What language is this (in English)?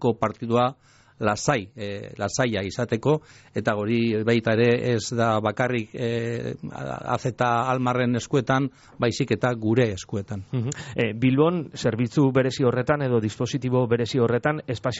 Basque